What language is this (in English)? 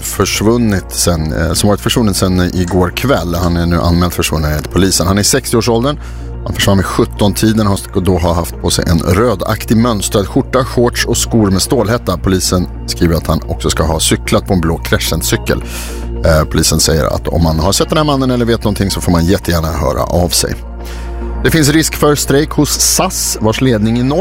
Swedish